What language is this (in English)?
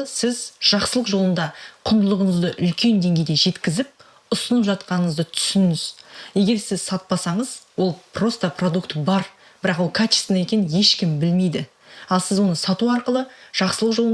Kazakh